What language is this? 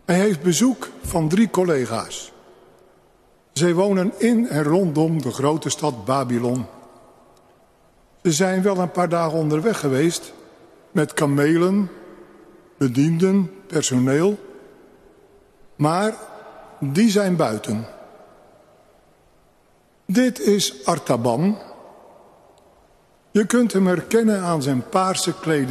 Dutch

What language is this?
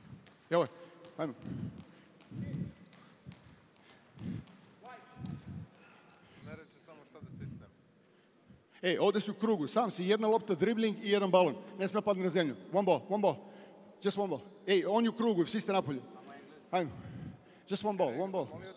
Serbian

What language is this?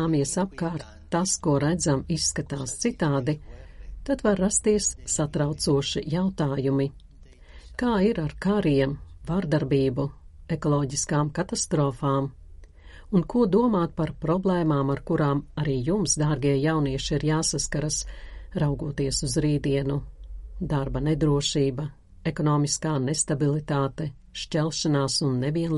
Latvian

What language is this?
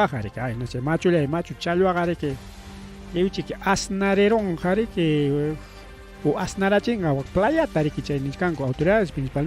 Ayacucho Quechua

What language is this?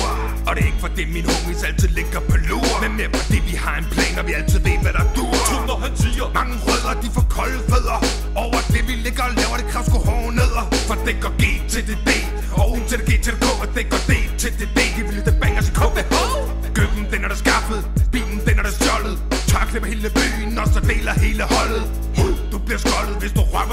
Danish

